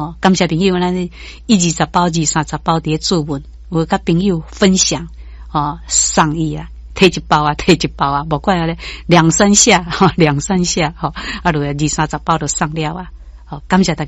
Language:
Min Nan Chinese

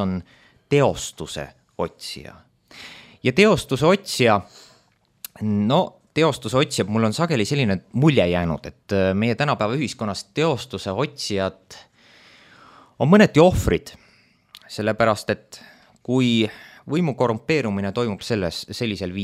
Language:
Estonian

